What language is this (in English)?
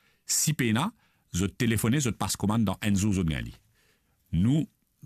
Morisyen